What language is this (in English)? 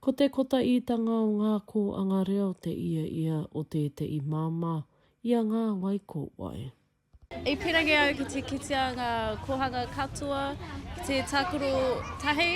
Māori